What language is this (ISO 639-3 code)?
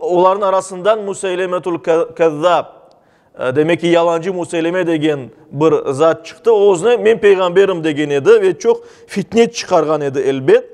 crh